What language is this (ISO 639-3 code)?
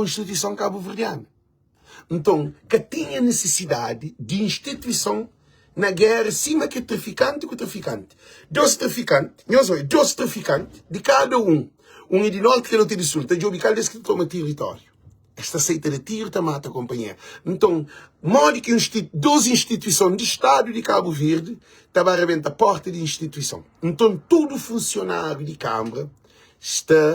kea